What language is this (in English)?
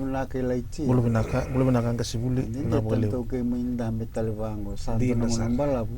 Fijian